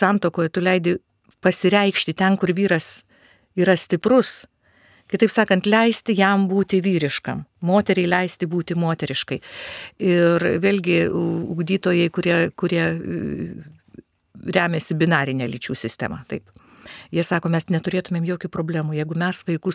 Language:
Lithuanian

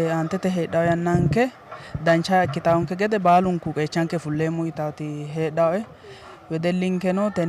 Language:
Sidamo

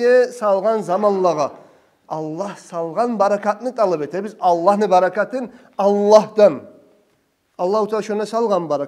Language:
Kumyk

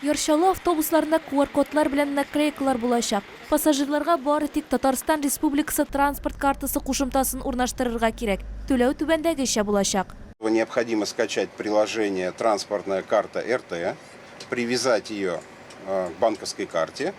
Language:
Tatar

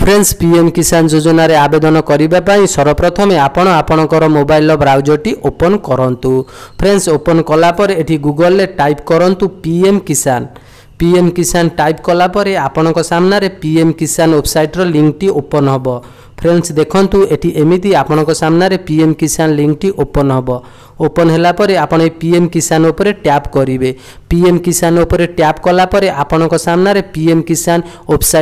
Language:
Odia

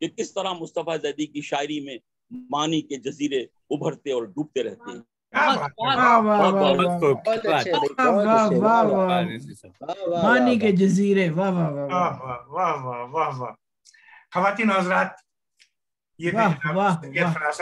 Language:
Urdu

